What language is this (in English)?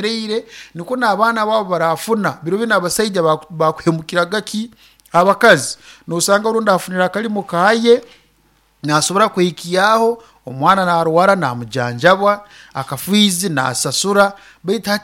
Nyoro